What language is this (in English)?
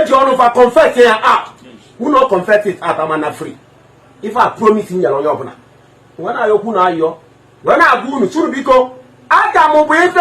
Igbo